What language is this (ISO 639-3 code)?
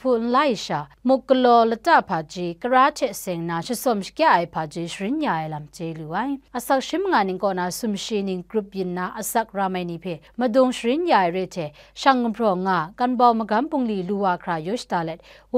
kac